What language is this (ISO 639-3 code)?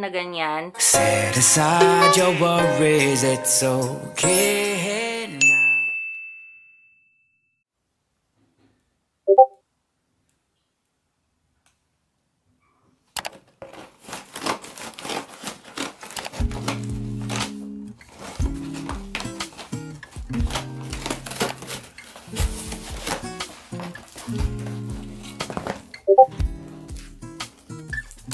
fil